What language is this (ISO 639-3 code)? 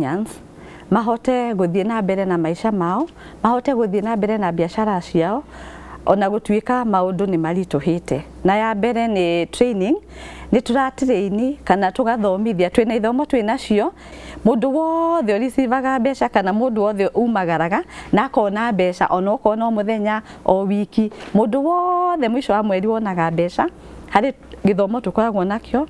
kik